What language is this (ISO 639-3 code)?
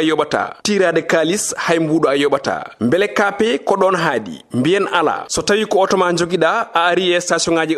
ful